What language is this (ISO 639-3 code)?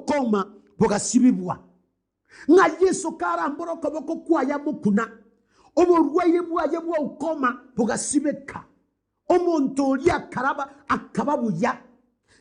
guz